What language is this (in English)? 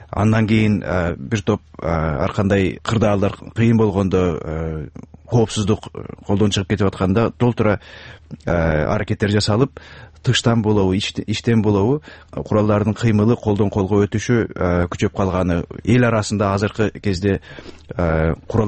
Kyrgyz